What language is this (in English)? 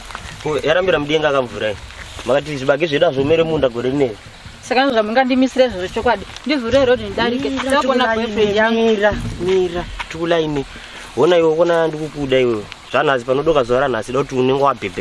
Shona